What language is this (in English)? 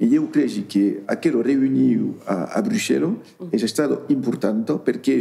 Occitan